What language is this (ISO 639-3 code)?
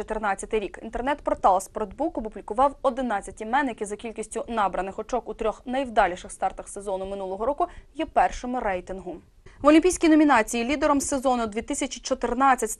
ukr